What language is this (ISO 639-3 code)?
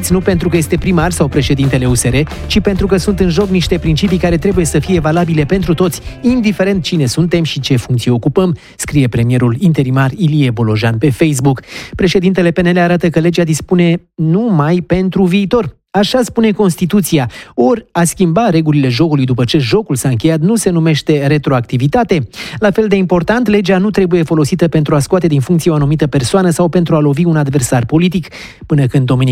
ron